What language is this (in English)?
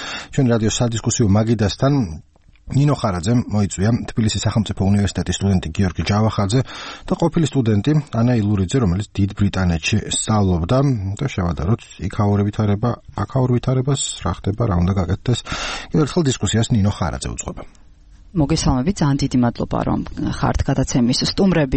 Georgian